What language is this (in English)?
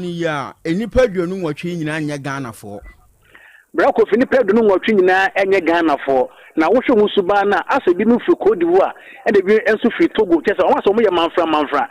Akan